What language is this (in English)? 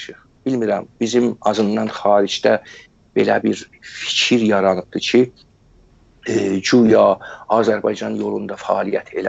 South Azerbaijani